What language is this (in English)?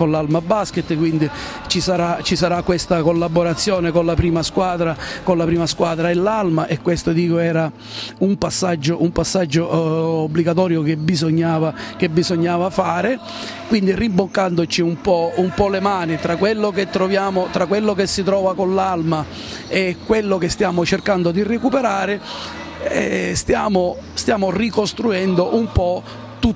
Italian